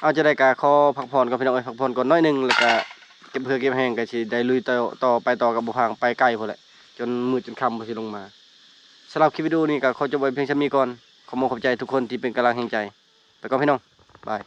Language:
Lao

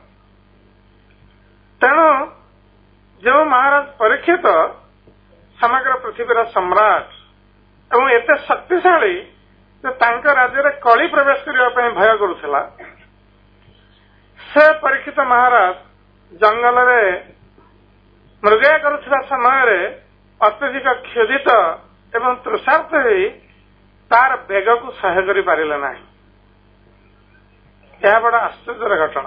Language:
Odia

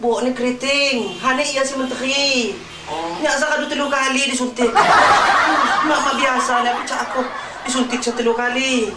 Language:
Lampung Api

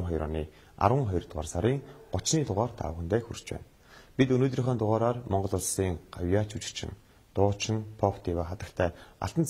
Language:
Mongolian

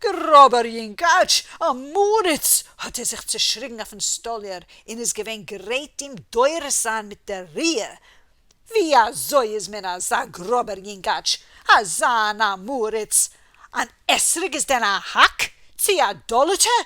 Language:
Yiddish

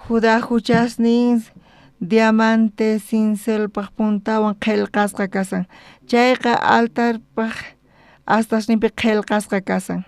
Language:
South Bolivian Quechua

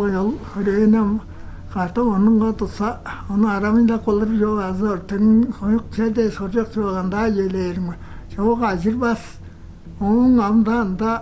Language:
Tuvinian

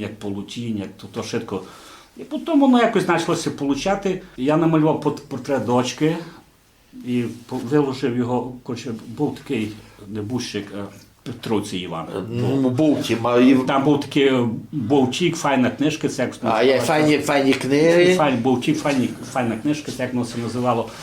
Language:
Rusyn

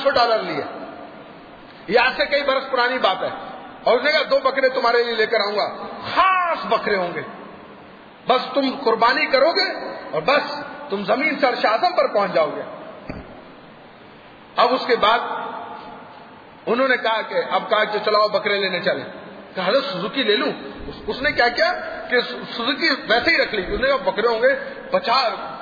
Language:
Urdu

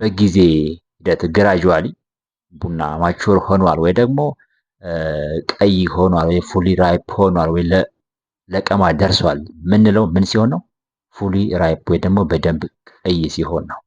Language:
Amharic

